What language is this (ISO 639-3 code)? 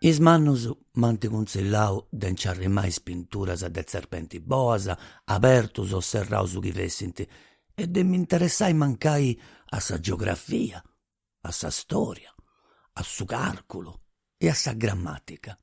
srd